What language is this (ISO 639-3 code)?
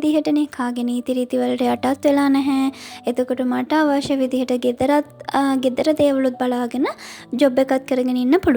sin